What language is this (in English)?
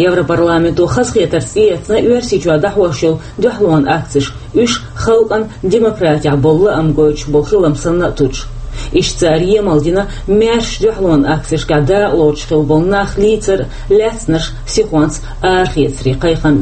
Chechen